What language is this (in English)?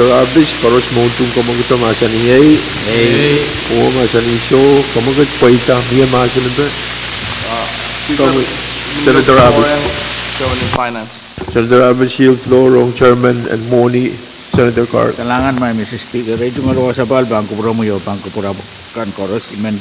Pohnpeian